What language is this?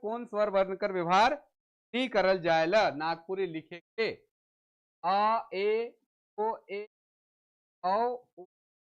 Sadri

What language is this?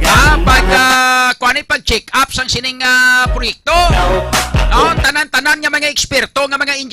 Hiligaynon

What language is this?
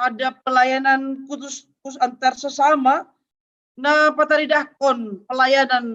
Batak Simalungun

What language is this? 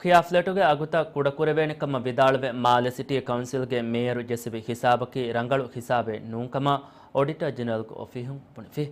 Divehi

